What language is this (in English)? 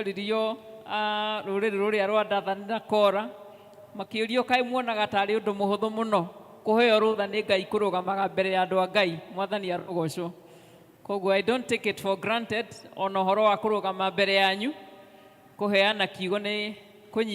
Kikuyu